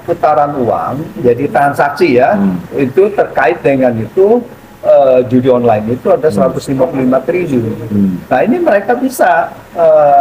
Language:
Indonesian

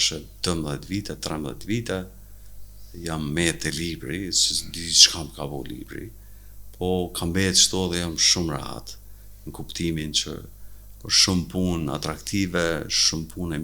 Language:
Albanian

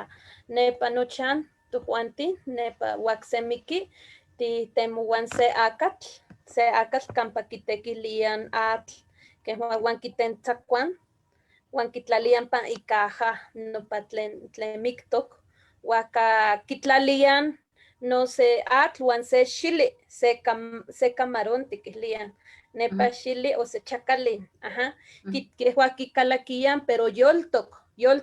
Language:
Eastern Huasteca Nahuatl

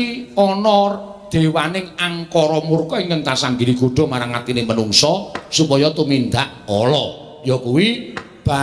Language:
Javanese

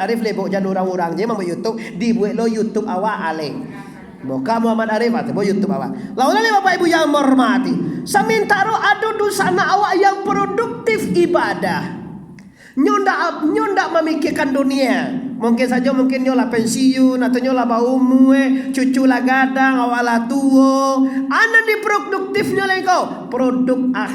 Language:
Minangkabau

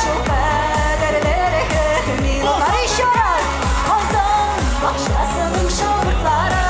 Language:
Tatar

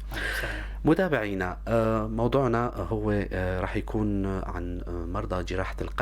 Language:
North Levantine Arabic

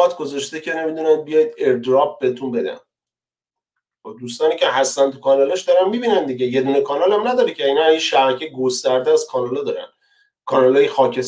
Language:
Persian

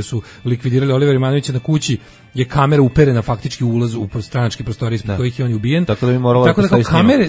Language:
Serbian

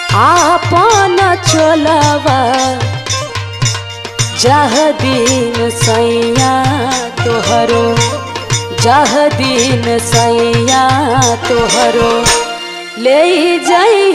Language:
Bhojpuri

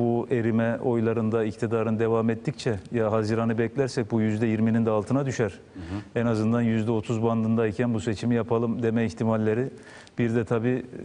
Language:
Turkish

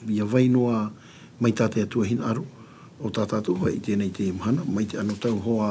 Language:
Tahitian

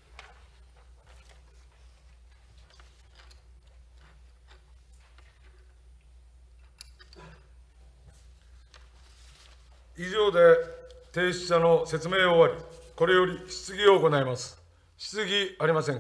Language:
Japanese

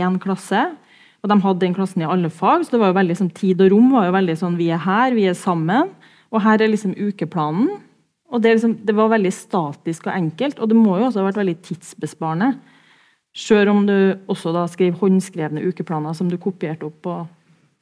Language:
Norwegian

